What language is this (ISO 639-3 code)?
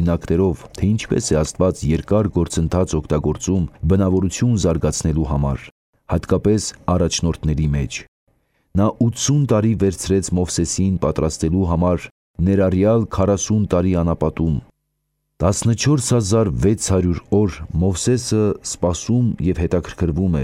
hye